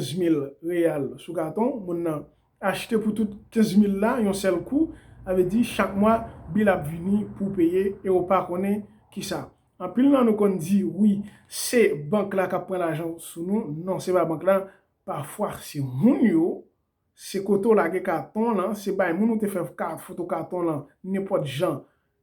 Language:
Haitian Creole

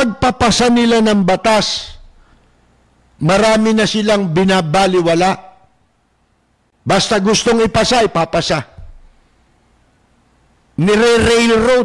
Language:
Filipino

